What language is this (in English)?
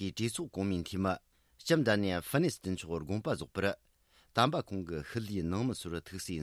Tibetan